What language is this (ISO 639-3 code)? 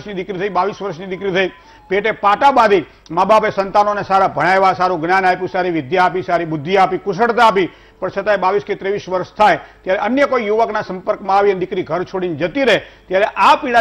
guj